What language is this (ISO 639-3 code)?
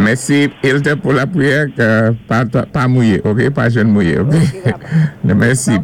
acf